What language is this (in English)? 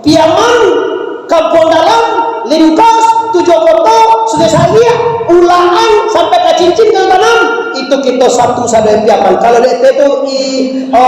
Minangkabau